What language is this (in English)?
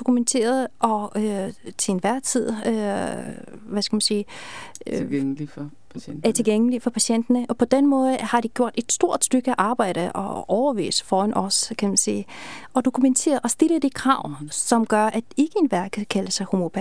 Danish